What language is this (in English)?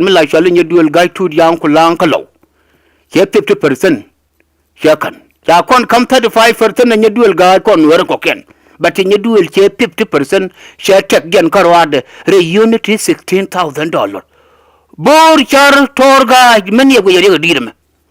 Nuer